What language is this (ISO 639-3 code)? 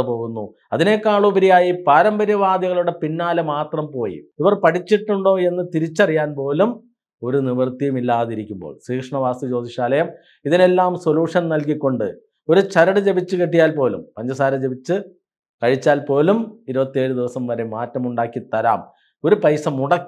mal